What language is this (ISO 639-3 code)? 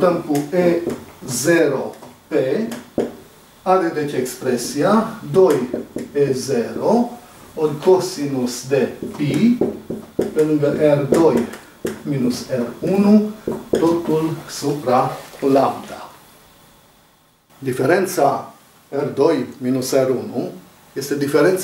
ron